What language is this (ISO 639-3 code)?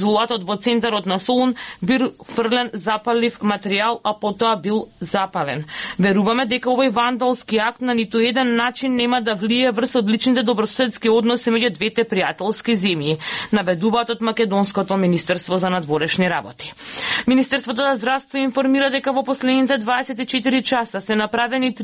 mkd